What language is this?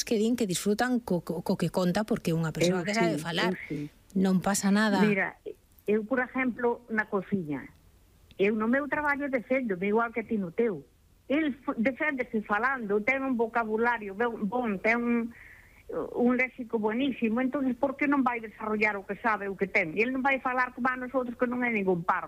Galician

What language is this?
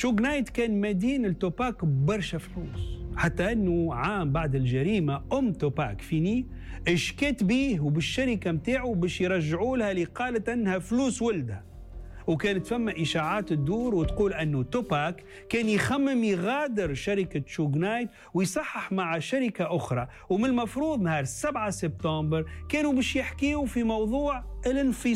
Tunisian Arabic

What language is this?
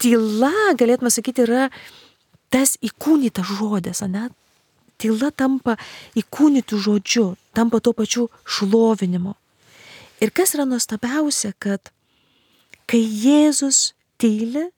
Lithuanian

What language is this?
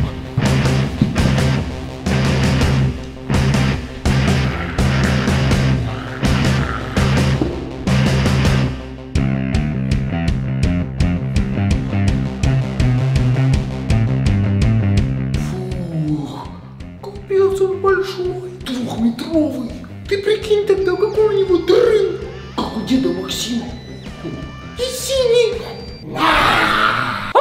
Russian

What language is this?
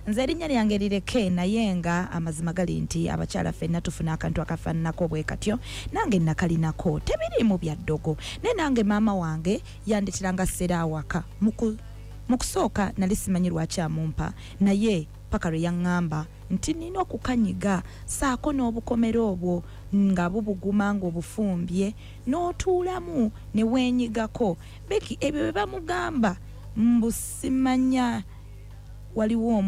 Ganda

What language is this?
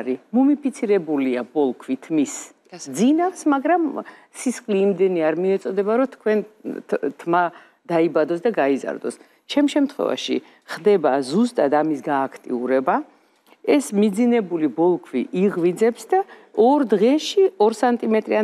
Georgian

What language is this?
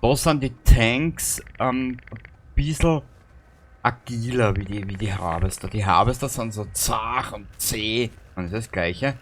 Bavarian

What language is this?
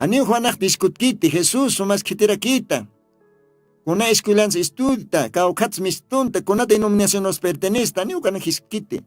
Aymara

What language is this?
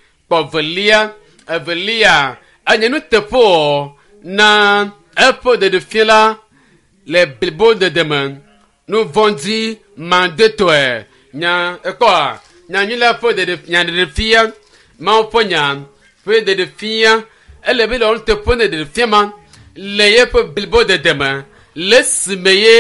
Ewe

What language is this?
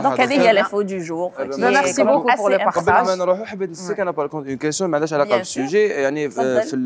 Algerian Arabic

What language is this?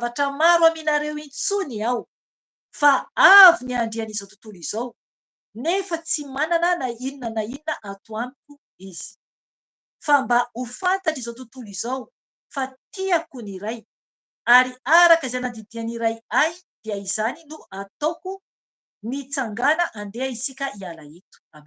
Malagasy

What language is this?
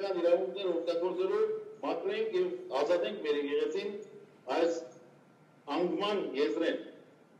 Western Armenian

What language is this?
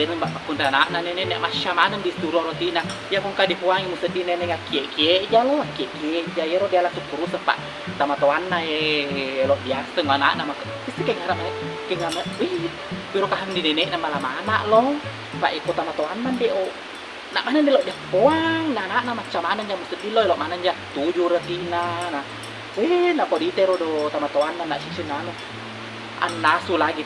Buginese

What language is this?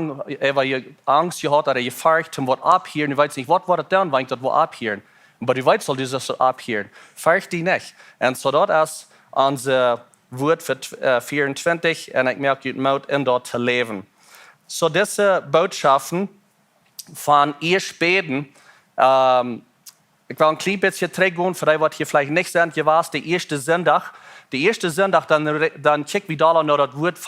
Plautdietsch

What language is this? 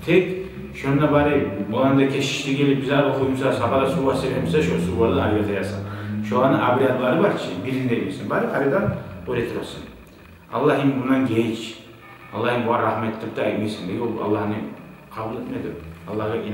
Kumyk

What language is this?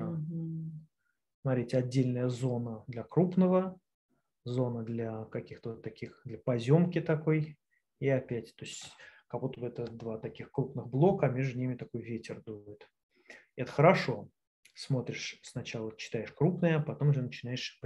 Russian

